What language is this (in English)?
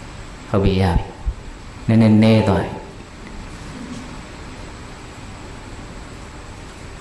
Burmese